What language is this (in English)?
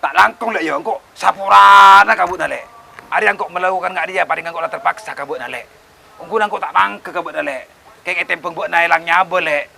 Madurese